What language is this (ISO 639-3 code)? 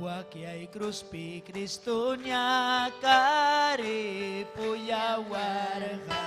quy